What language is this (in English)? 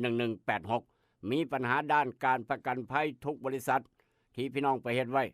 Northeastern Thai